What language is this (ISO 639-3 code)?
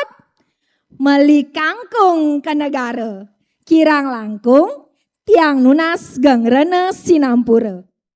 ban